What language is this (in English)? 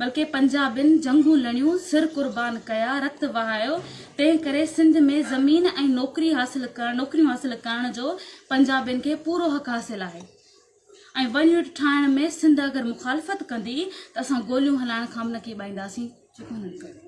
Sindhi